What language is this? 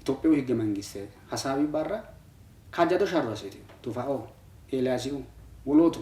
Sidamo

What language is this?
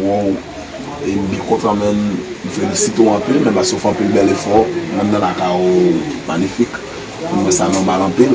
Haitian Creole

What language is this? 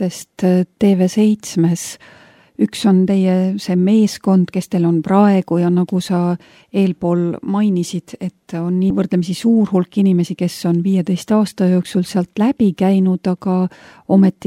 Estonian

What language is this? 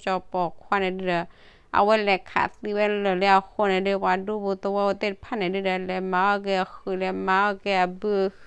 S'gaw Karen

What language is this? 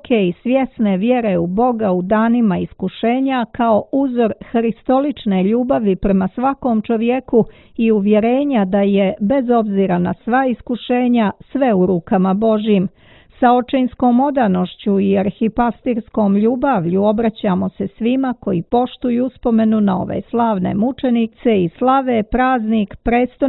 Serbian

